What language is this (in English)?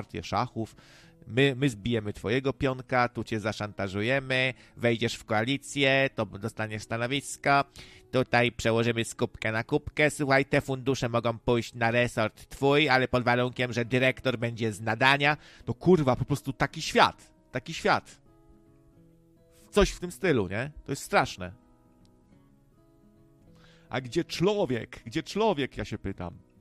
Polish